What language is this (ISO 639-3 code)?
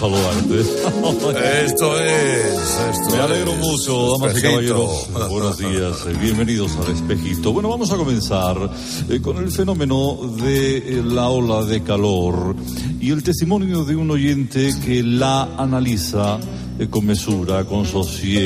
spa